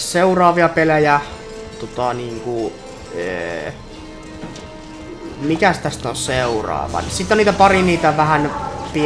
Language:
Finnish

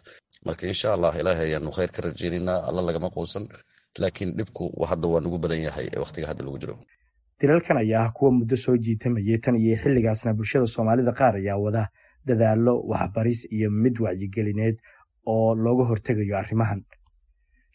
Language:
Somali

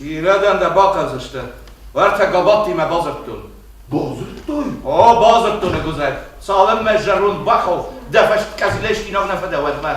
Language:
Ossetic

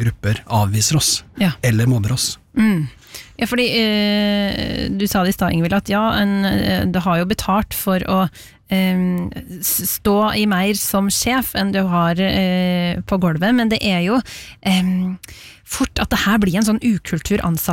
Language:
Norwegian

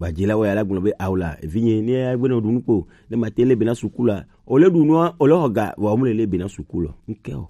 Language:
Gen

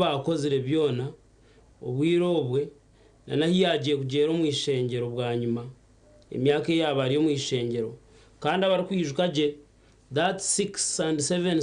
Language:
Nyankole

